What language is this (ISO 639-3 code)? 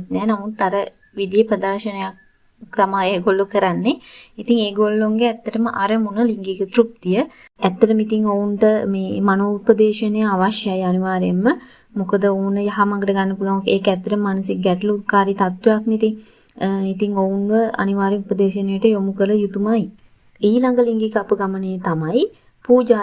sin